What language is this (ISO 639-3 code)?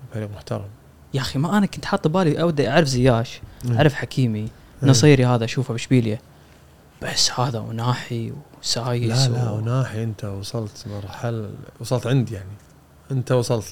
afb